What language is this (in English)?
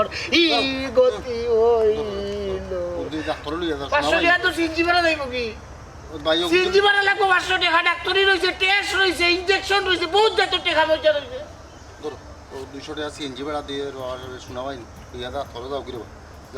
Sylheti